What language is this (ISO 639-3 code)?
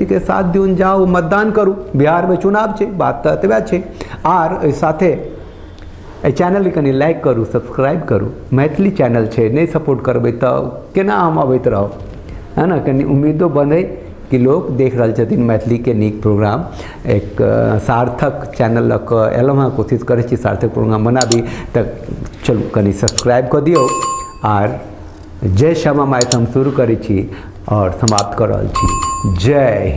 mai